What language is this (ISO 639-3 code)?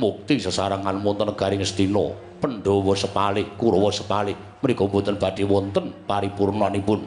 jav